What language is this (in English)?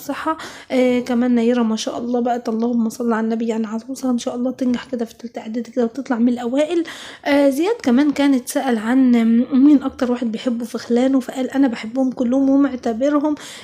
Egyptian Arabic